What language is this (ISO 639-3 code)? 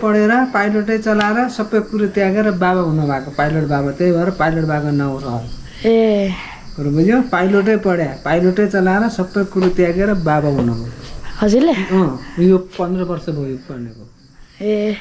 nep